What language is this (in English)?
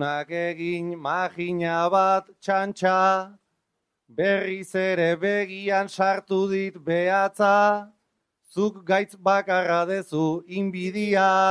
Basque